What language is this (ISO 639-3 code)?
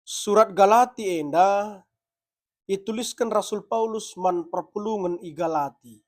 btx